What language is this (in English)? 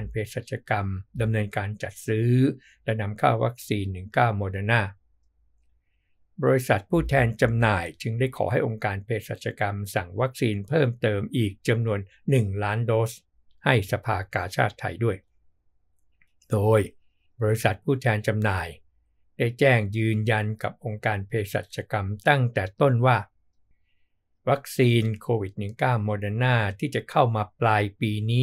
Thai